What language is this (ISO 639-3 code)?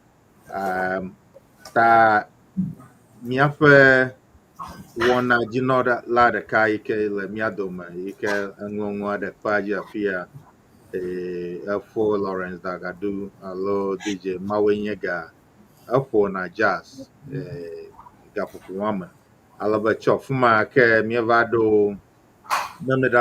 ewe